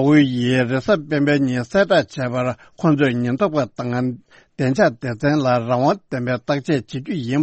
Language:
Tibetan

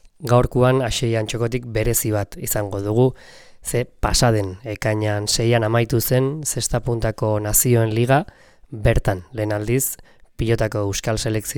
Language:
Basque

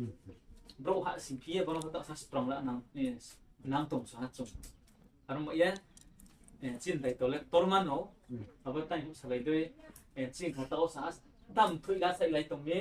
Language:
Riang (India)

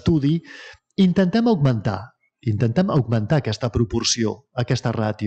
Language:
Catalan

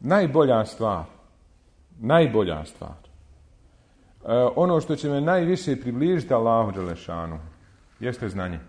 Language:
Bosnian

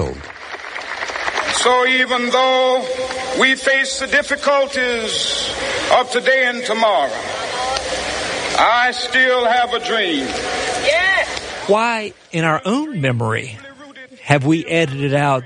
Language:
English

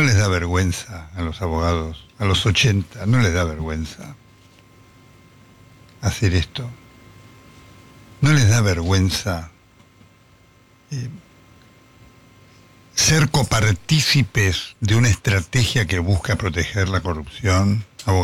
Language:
Spanish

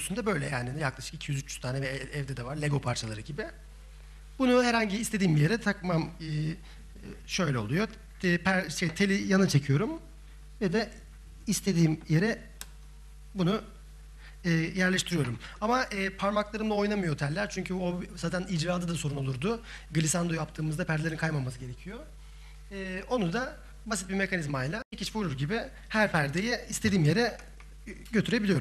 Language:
Turkish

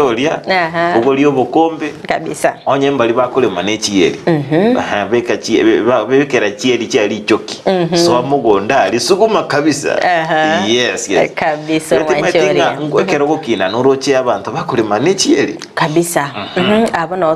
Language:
Gusii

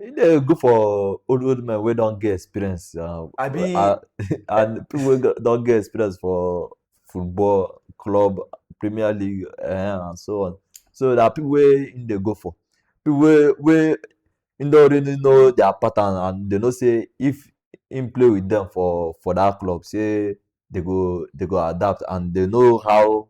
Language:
Nigerian Pidgin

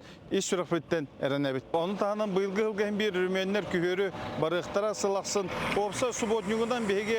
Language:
Yakut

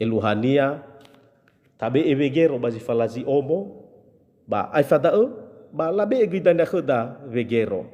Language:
Nias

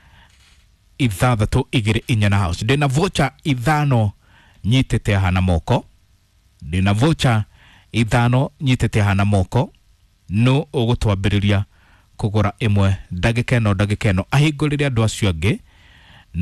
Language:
Kikuyu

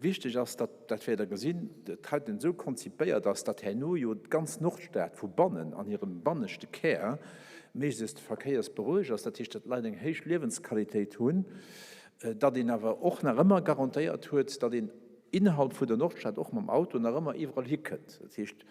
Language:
Luxembourgish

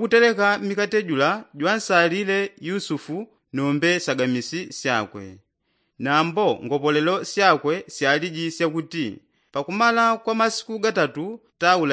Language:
Yao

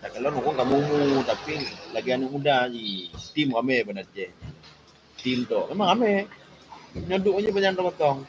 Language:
Achinese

